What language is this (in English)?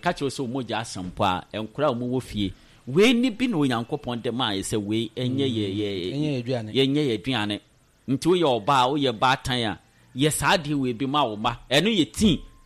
Akan